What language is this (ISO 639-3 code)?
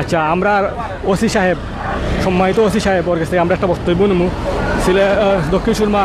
syl